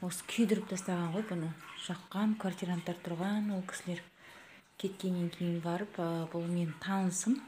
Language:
Kazakh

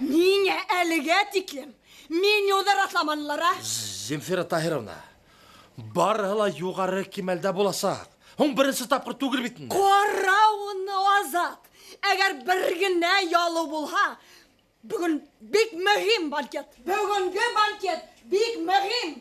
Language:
Bashkir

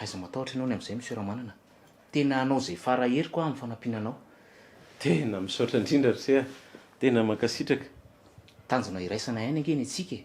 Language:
Malagasy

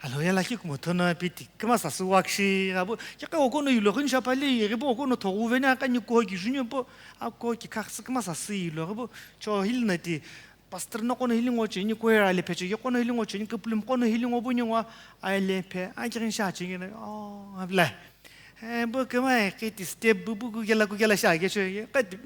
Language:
Sumi Naga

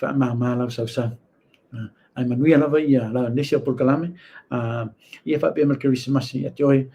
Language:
Samoan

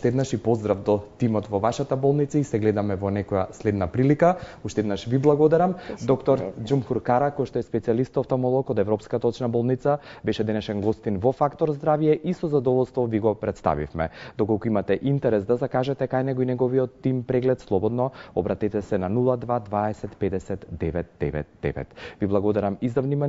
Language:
Macedonian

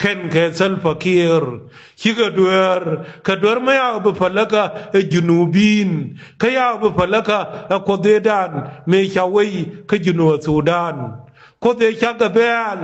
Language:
Nuer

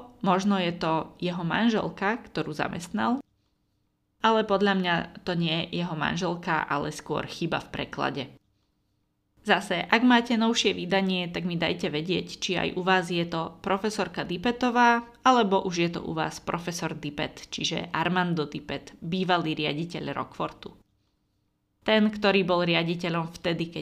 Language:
Slovak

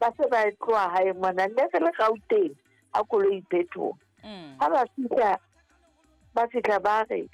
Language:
Southern Sotho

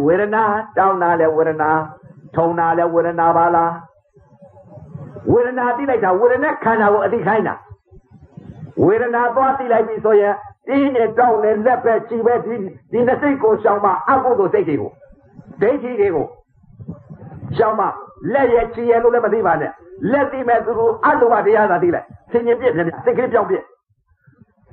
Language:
Burmese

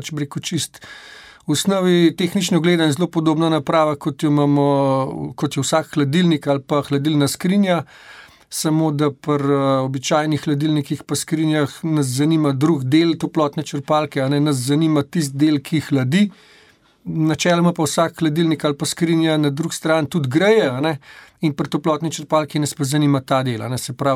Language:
Slovenian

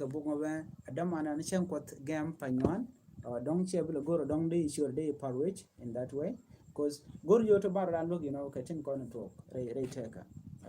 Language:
Nuer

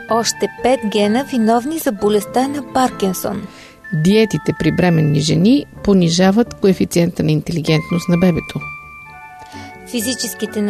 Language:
Bulgarian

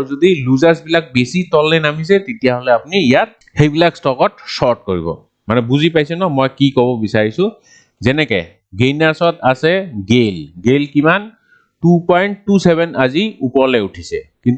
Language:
Assamese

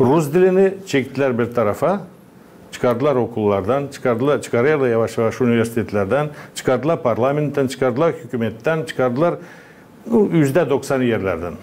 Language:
Gagauz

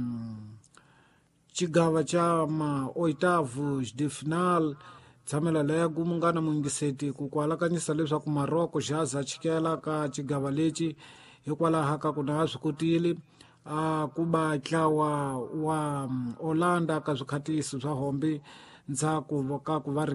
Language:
Tsonga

